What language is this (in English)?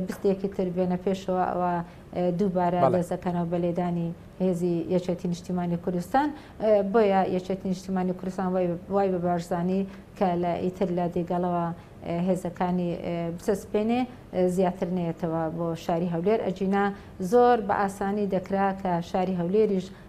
Central Kurdish